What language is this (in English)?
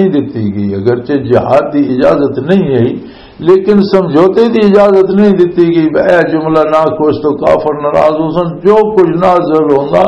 Western Panjabi